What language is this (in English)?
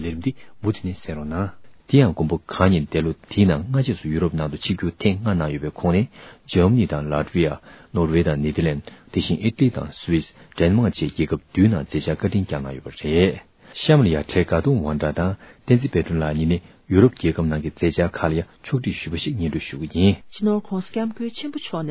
Tibetan